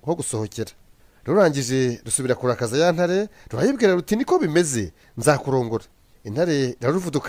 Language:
Kinyarwanda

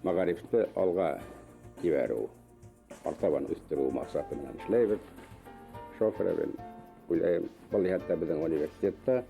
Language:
Bashkir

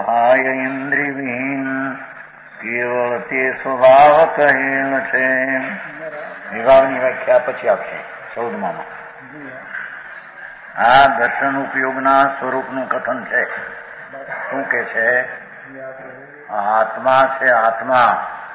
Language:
Gujarati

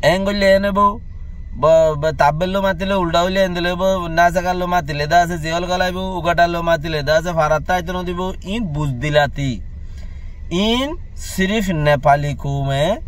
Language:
Rohingya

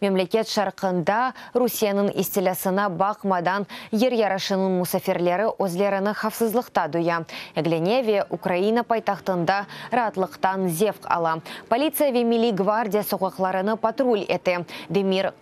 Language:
Crimean Tatar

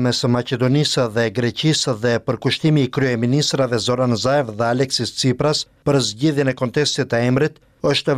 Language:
Albanian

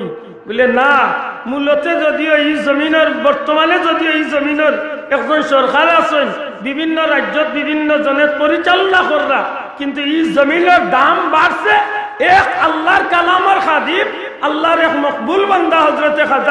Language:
Sylheti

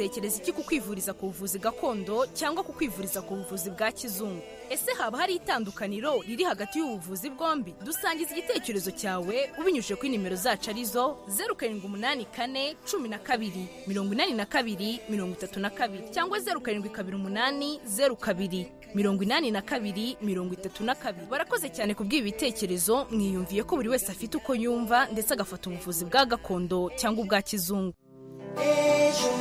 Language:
Kinyarwanda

